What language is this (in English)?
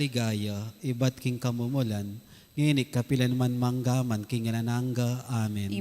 Pampanga